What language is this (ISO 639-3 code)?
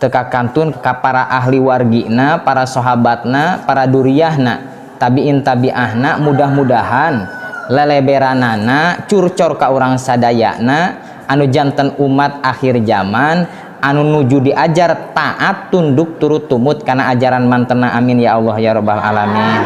sun